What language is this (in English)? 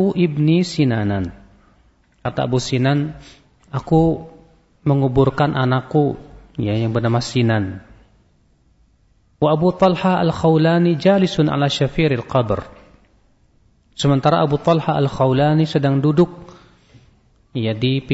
Indonesian